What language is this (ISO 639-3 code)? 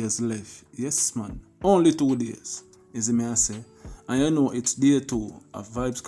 jam